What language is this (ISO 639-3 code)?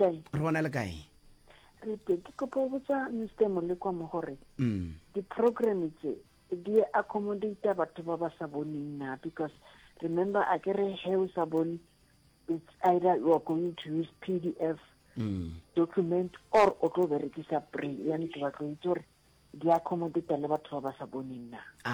nso